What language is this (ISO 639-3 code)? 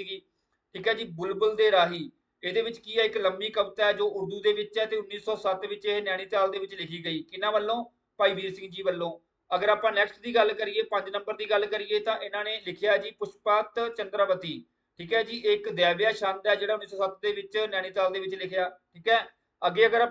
pan